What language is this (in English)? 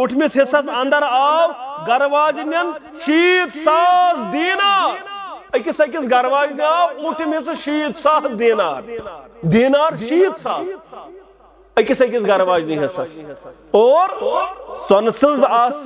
Kashmiri